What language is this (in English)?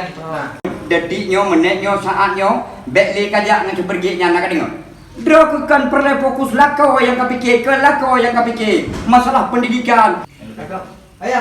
Achinese